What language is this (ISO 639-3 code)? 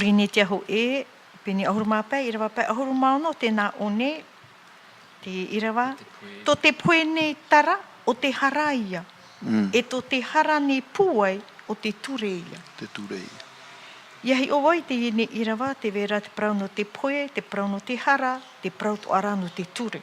tah